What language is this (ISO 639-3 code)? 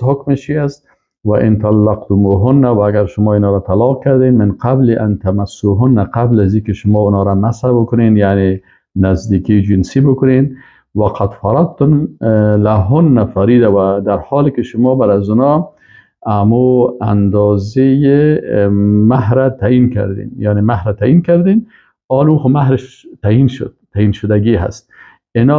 fas